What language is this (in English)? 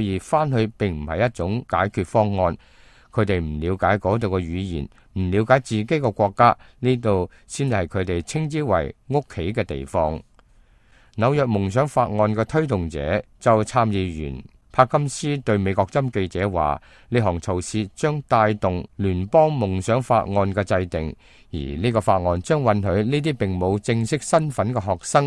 Cantonese